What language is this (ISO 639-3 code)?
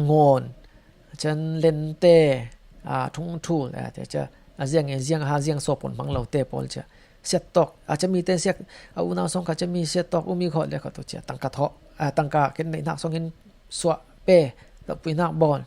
cfm